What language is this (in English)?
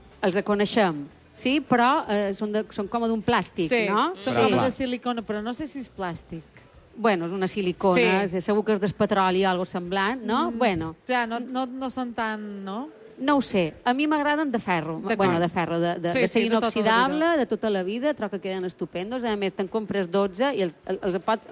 Catalan